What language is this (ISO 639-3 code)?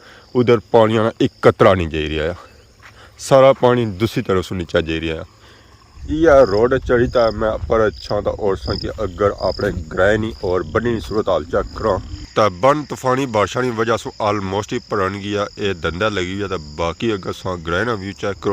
phr